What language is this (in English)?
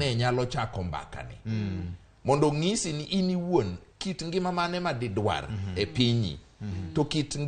Luo (Kenya and Tanzania)